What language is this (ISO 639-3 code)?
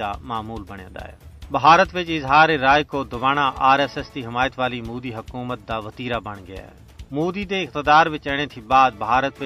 skr